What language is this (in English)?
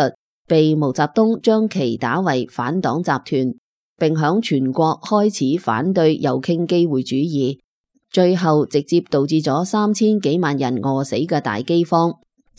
Cantonese